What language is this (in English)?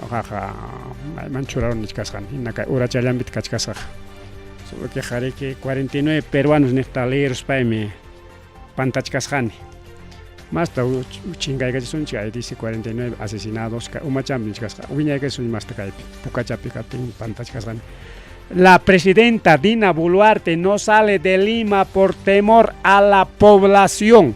Ayacucho Quechua